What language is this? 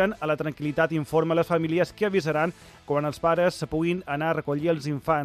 Catalan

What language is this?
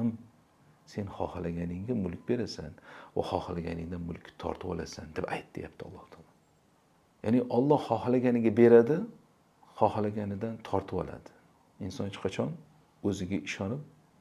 Uzbek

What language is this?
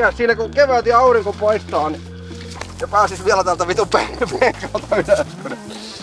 Finnish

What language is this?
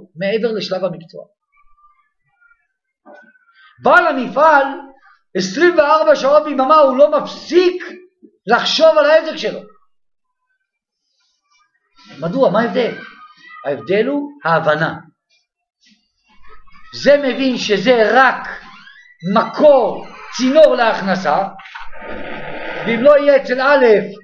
Hebrew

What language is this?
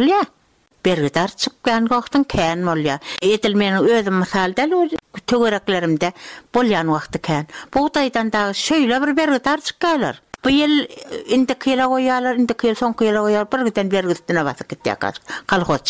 Turkmen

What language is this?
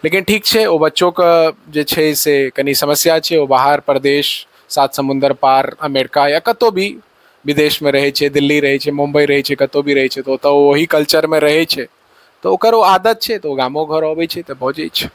Maithili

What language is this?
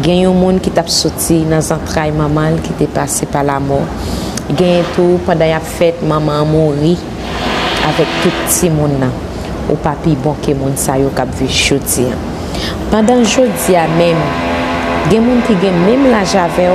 Haitian Creole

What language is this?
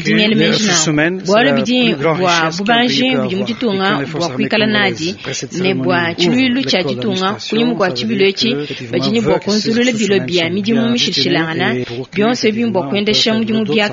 Luba-Lulua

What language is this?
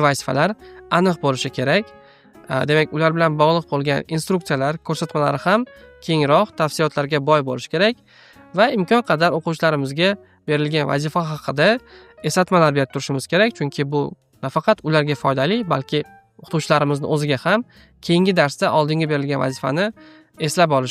Uzbek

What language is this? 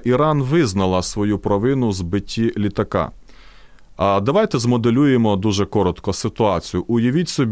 Ukrainian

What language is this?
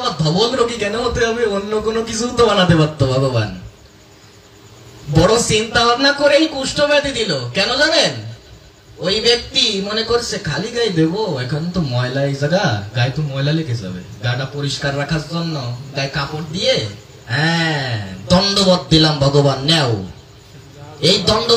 Bangla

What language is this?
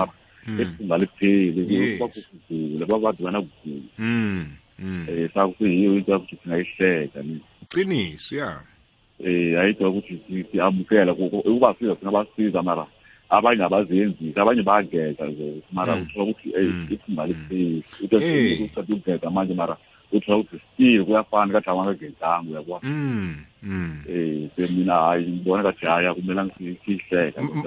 South Ndebele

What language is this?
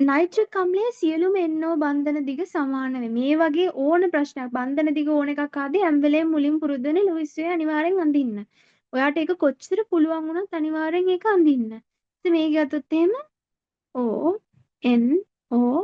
Sinhala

